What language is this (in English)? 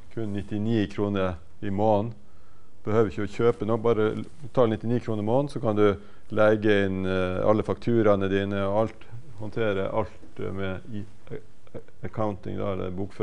Norwegian